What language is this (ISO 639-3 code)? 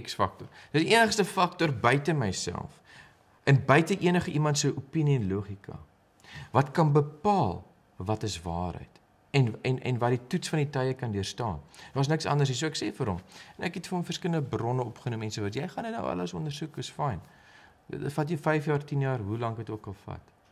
afr